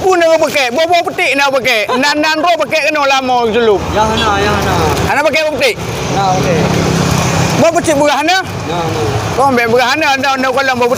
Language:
Achinese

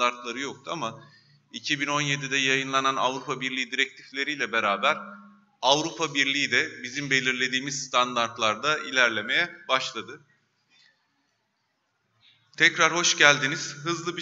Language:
Turkish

